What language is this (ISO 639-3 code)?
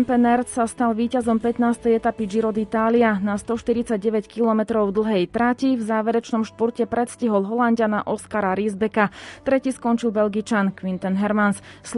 slk